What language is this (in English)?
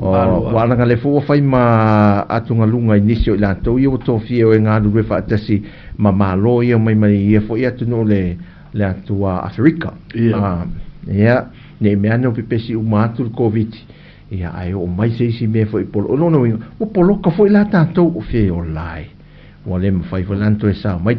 Samoan